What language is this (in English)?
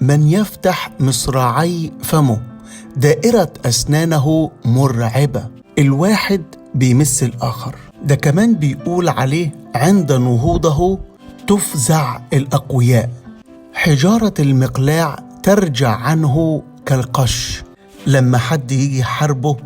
Egyptian Arabic